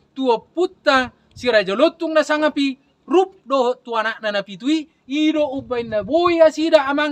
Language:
Batak Toba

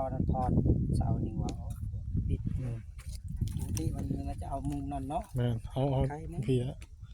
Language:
Northeastern Thai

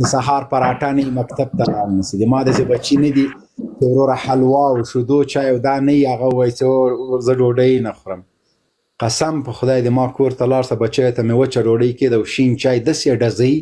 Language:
Pashto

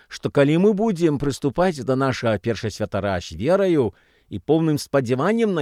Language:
Belarusian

